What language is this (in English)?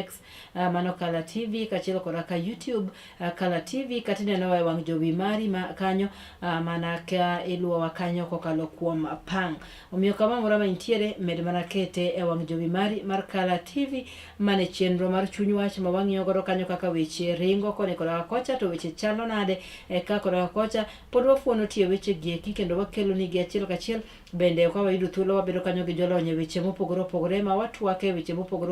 Luo (Kenya and Tanzania)